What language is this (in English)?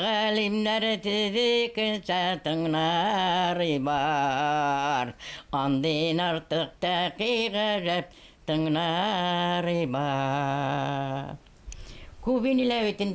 Bashkir